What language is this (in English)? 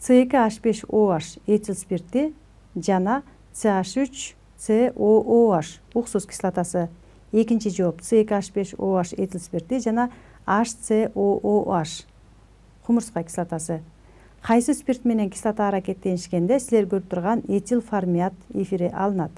Kyrgyz